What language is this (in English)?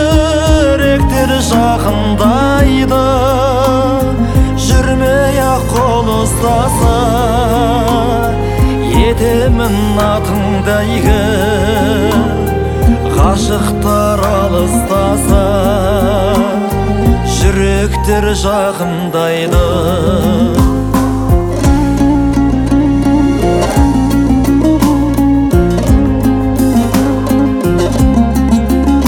Kazakh